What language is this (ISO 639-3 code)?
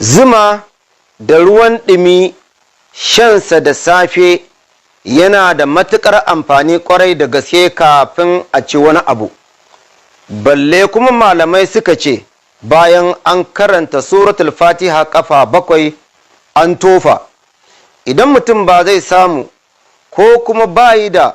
hau